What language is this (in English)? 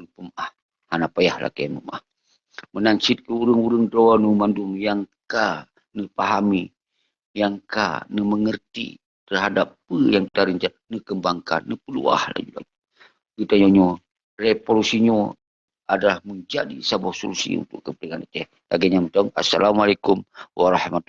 Achinese